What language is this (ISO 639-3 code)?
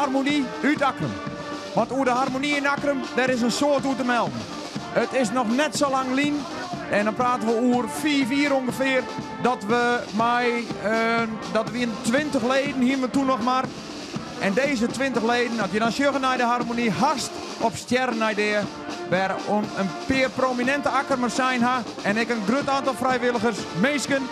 fry